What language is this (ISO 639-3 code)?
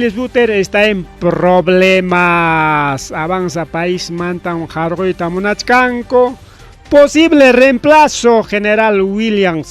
quy